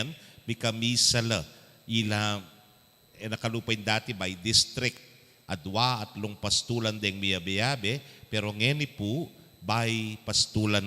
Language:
Pampanga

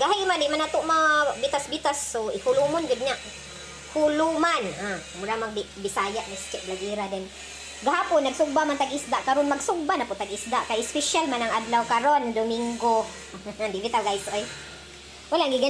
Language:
Cebuano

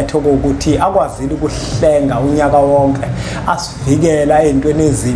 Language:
Zulu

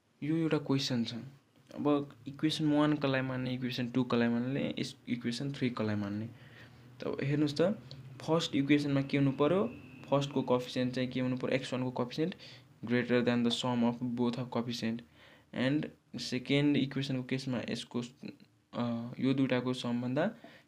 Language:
Nepali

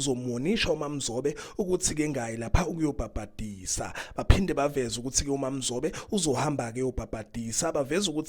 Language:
Zulu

